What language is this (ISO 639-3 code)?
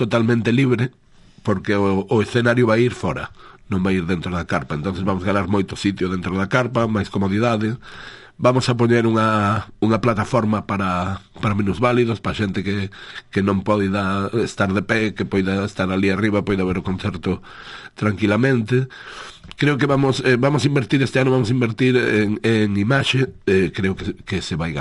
glg